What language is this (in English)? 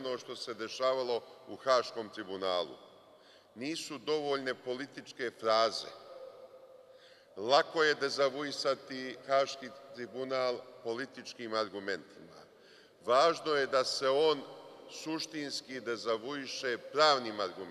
Serbian